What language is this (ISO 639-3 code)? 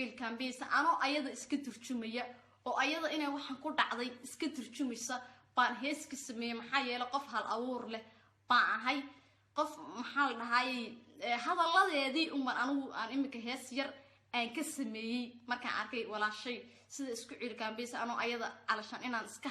som